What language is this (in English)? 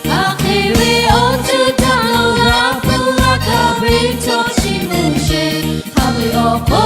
Lahu